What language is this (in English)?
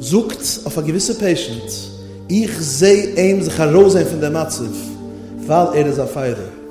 Yiddish